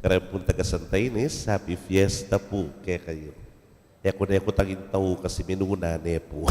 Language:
Pampanga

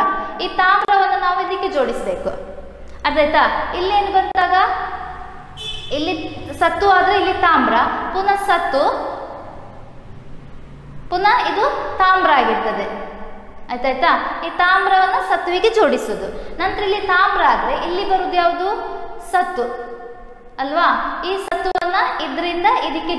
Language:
Kannada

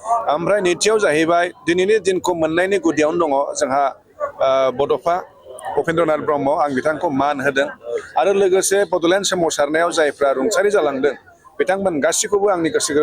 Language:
Bodo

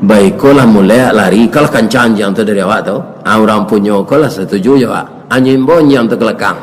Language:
Minangkabau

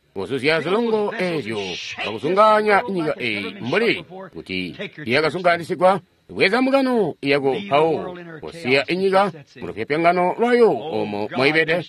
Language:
Tonga (Zambia)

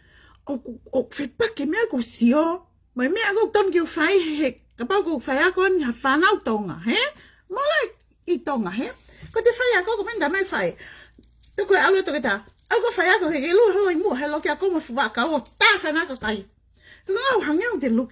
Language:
Tongan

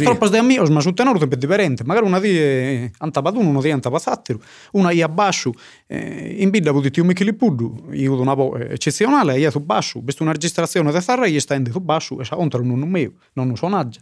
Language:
Sardinian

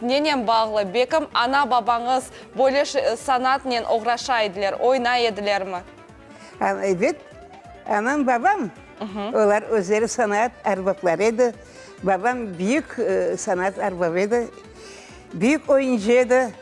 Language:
Crimean Tatar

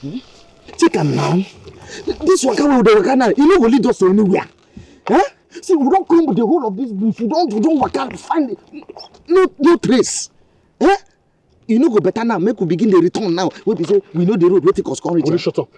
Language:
Nigerian Pidgin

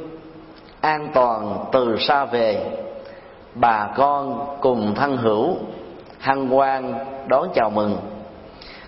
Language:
Vietnamese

